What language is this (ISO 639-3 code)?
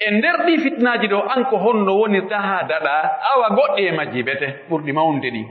fuf